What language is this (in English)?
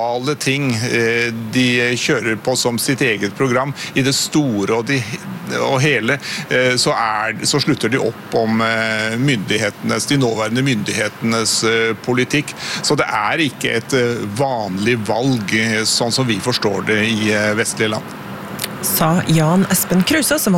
Norwegian